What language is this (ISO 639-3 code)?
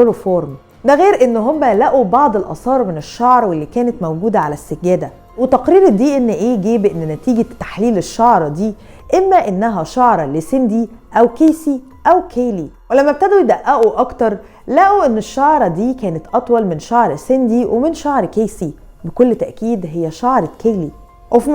arz